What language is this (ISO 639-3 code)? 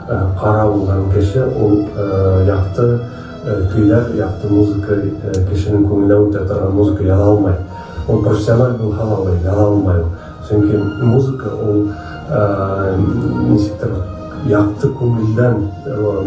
bak